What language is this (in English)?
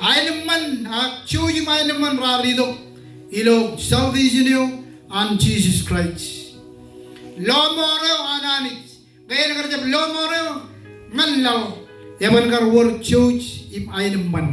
Marshallese